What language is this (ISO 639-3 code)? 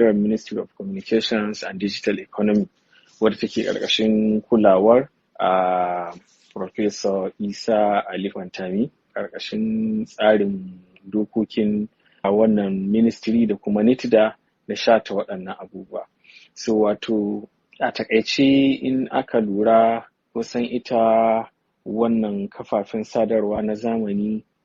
hau